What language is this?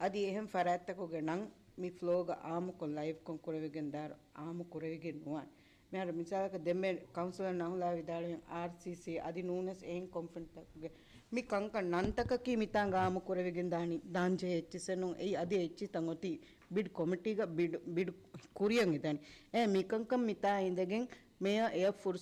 Divehi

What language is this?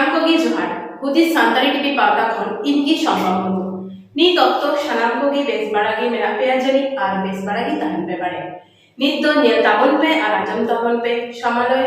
Santali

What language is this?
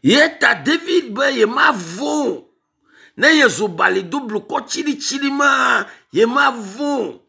Ewe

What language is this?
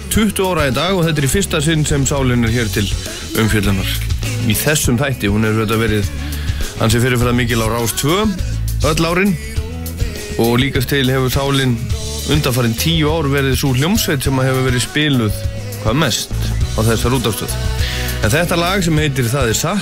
Icelandic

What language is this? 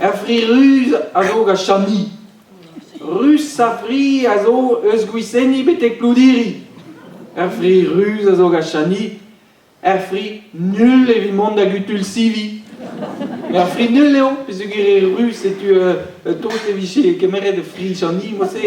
Breton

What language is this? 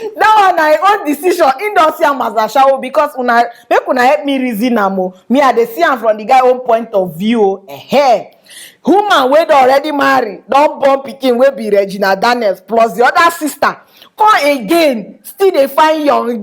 Nigerian Pidgin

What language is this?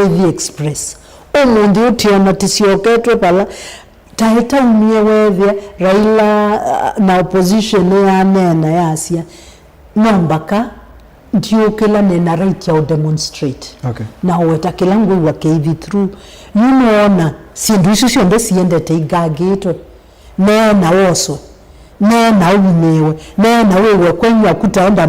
Kamba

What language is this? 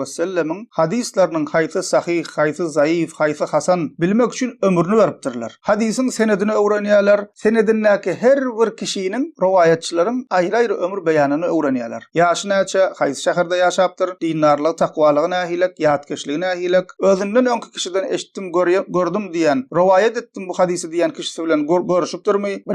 Turkmen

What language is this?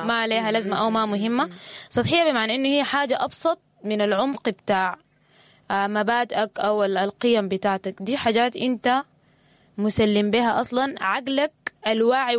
Sudanese Arabic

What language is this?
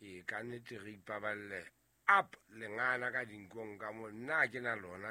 Southern Sotho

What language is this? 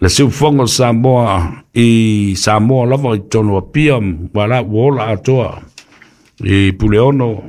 Samoan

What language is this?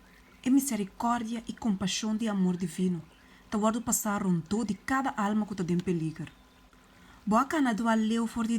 Papiamento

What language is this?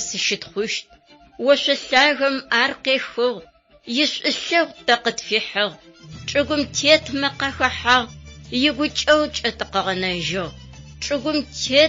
Adyghe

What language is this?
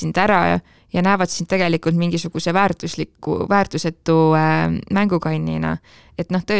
Estonian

